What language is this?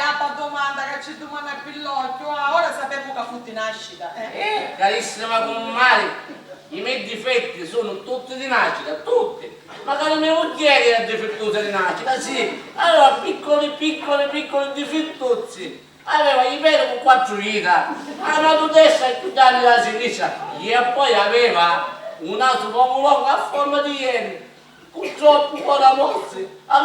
Sicilian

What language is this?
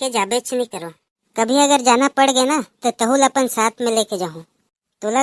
Chhattisgarhi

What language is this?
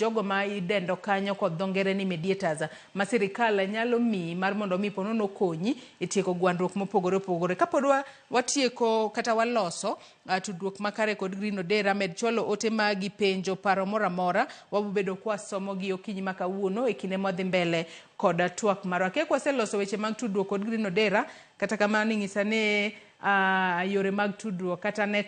Luo (Kenya and Tanzania)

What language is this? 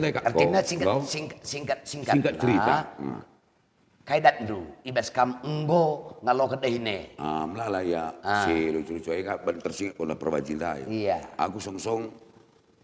Batak Karo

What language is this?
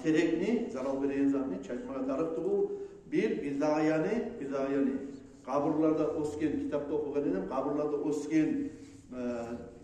Kumyk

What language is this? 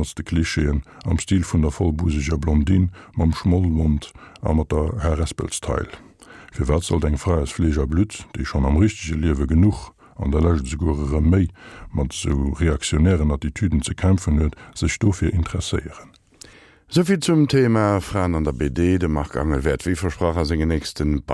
Luxembourgish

